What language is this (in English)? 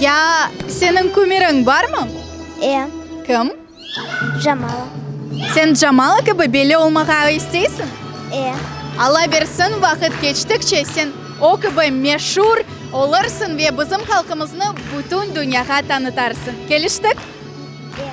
Crimean Tatar